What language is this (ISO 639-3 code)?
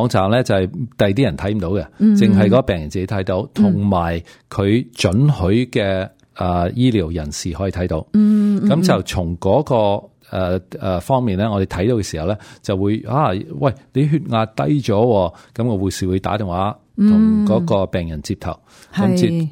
yue